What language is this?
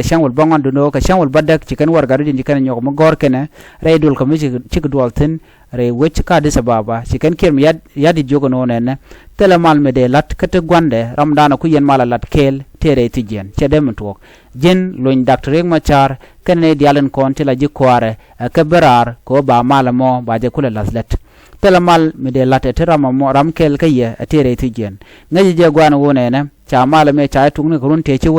Nuer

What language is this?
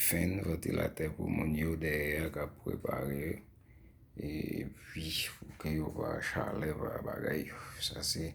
Haitian Creole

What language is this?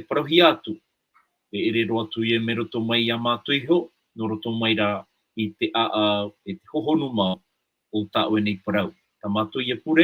Tahitian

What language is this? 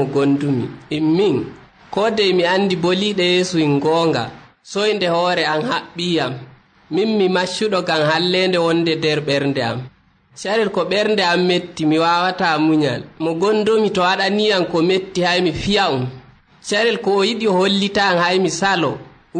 Nigerian Fulfulde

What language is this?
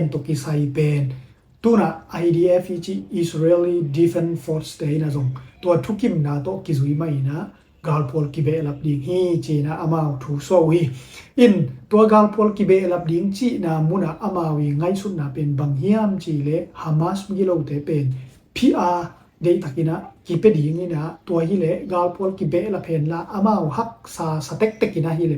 Tedim Chin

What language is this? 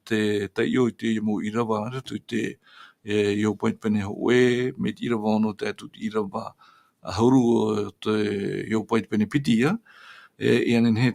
Tahitian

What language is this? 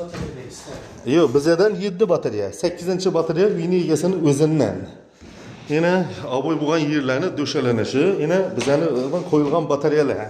Uzbek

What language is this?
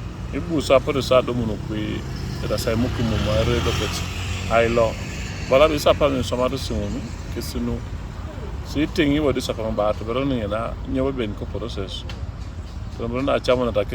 Teso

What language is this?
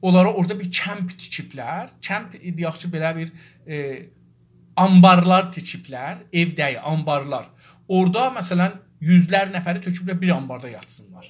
South Azerbaijani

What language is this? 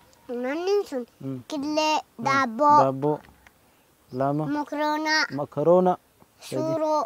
Oromo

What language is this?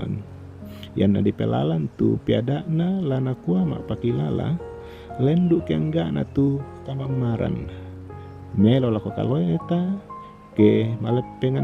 Toraja-Sa'dan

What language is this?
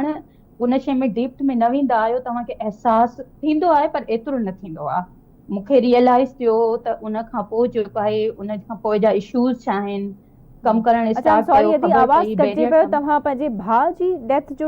Sindhi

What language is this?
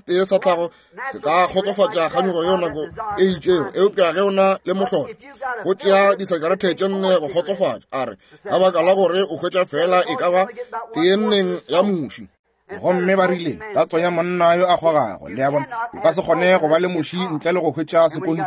Northern Sotho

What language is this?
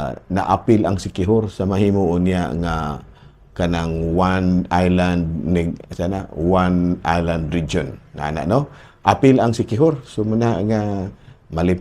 Cebuano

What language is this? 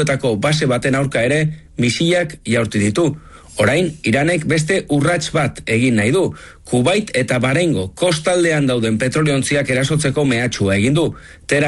Basque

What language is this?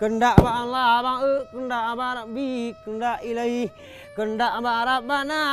Achinese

